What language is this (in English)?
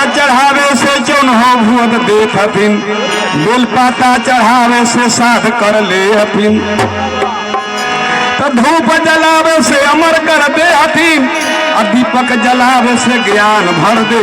Magahi